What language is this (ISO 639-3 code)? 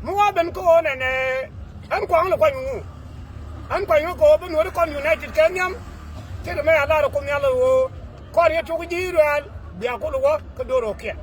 nus